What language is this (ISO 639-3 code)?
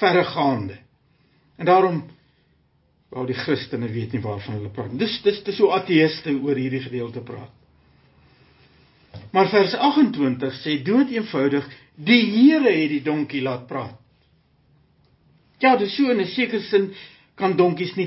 afr